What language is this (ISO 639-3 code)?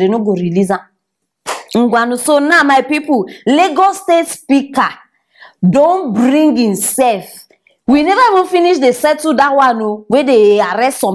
pcm